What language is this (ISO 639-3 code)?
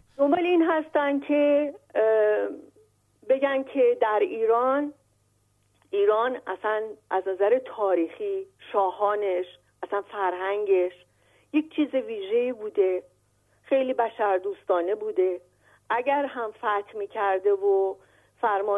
fas